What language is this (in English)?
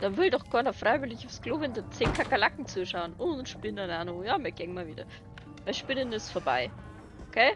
Bavarian